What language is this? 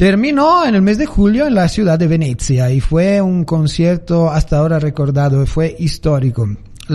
Spanish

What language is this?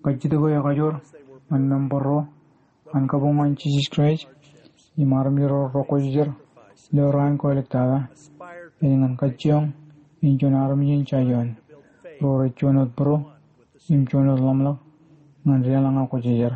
Marshallese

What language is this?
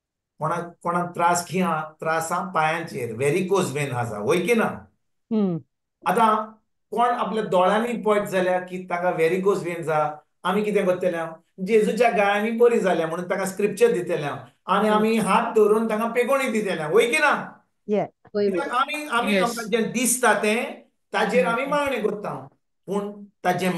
Konkani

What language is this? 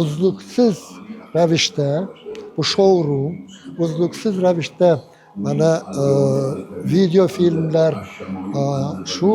Uzbek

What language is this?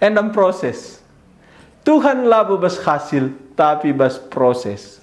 Batak Karo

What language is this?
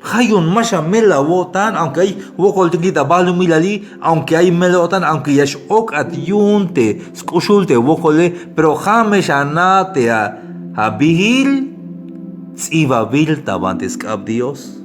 Tzeltal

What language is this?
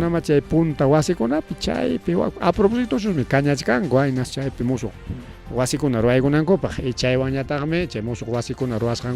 Ayacucho Quechua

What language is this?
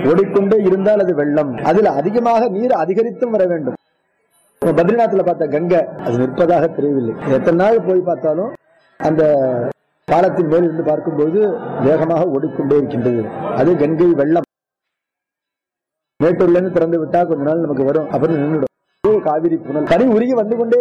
Tamil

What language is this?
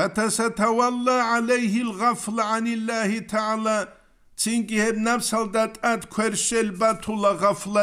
Avaric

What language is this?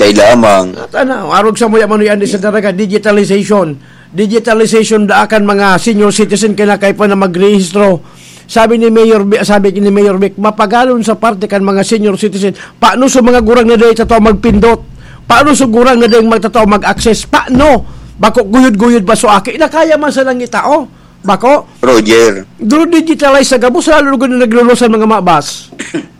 Bikol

